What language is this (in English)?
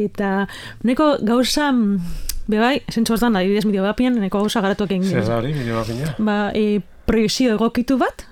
Basque